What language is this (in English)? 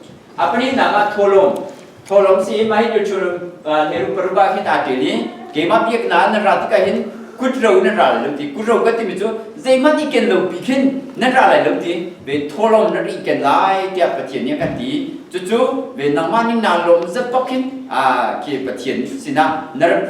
Hakha Chin